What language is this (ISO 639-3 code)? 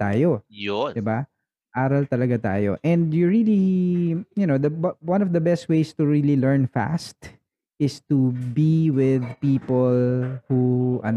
fil